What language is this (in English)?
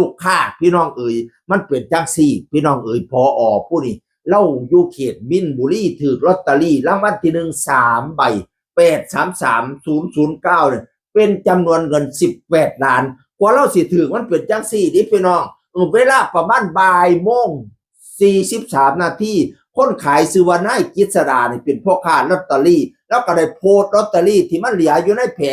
Northeastern Thai